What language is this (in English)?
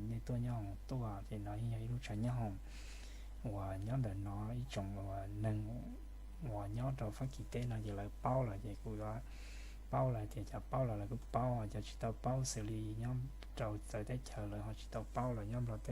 Hmong